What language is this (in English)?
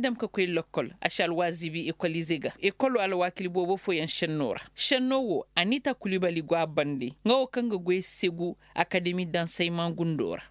Koyraboro Senni